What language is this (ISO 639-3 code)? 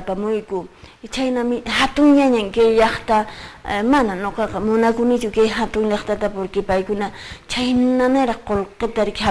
que